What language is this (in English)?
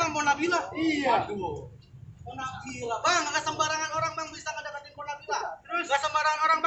Betawi